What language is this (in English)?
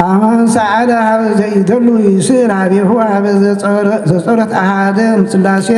Geez